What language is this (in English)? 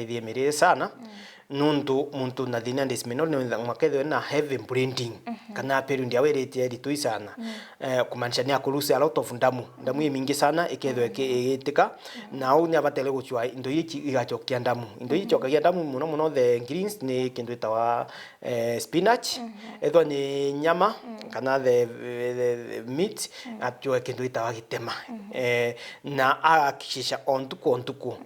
Meru